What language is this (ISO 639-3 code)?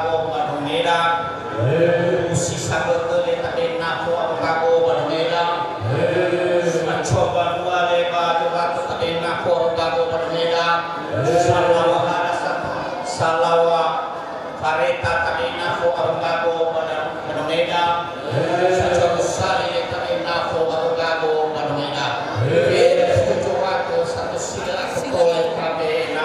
nia